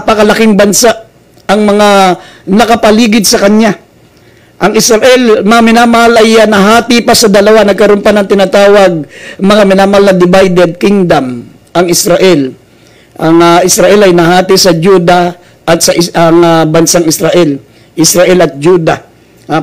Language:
Filipino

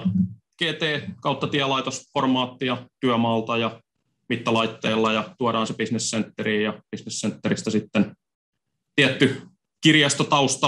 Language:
Finnish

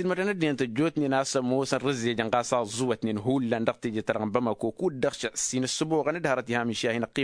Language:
Tamasheq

